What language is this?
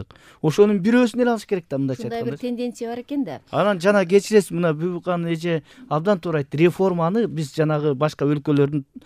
Kyrgyz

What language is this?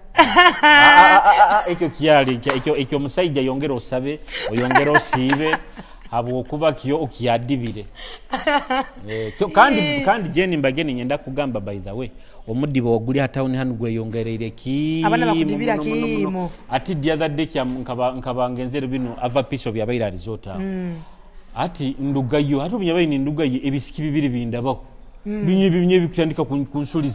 Nyoro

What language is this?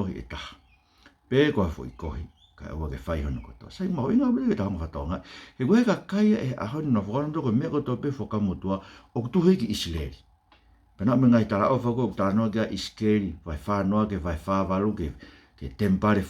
Tongan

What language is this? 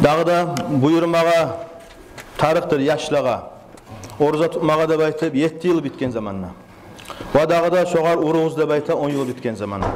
Kumyk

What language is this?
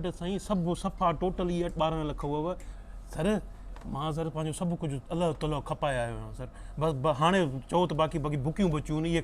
Sindhi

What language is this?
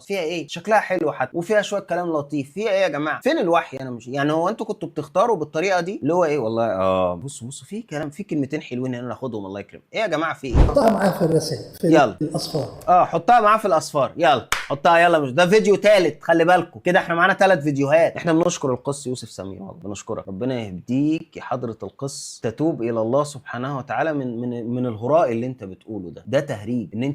Egyptian Arabic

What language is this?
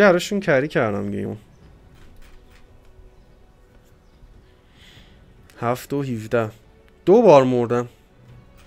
Persian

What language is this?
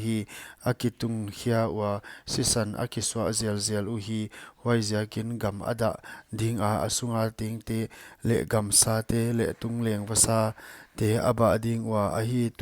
Paite Chin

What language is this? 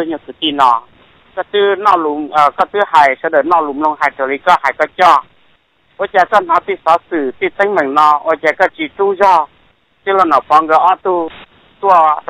Hmong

